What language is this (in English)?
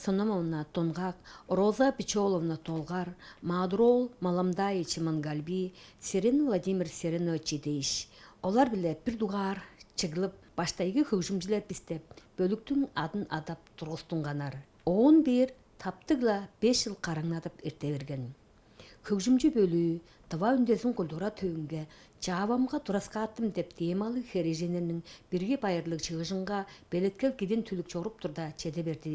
Tuvinian